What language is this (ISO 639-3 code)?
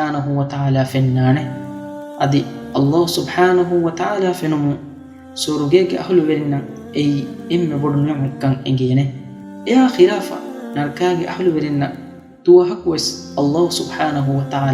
div